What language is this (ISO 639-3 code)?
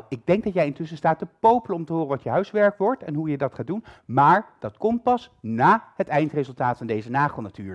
nld